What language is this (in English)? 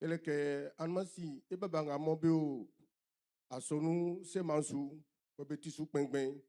Baoulé